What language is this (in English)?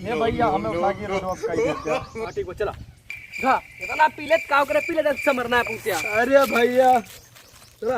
Awadhi